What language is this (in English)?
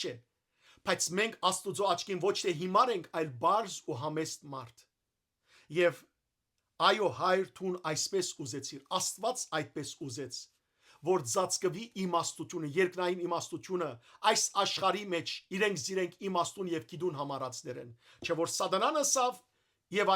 Western Armenian